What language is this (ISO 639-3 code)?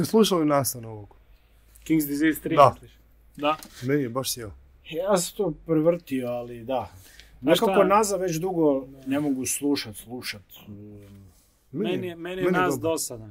hrv